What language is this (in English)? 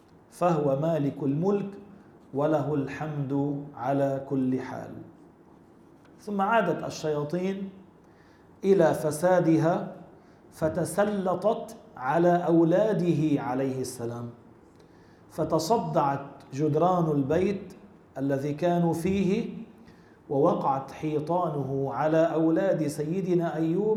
Arabic